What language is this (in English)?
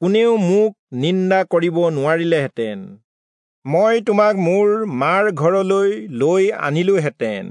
Assamese